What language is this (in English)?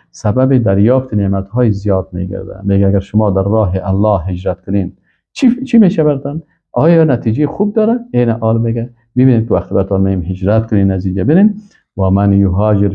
Persian